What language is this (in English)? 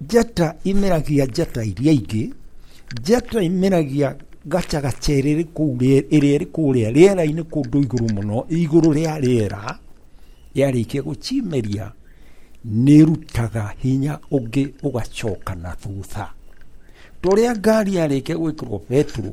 Kikuyu